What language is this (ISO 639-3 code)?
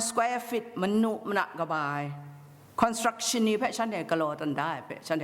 kac